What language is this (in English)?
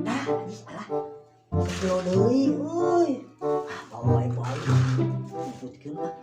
Sundanese